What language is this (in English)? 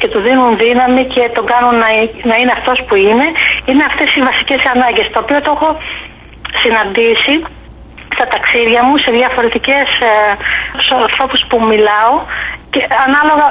Greek